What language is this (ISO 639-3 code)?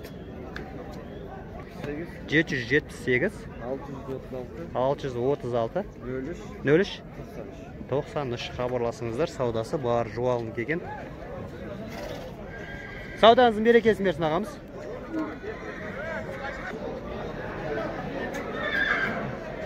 kaz